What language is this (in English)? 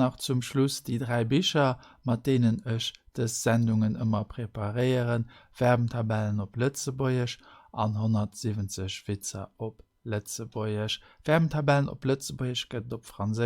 Luxembourgish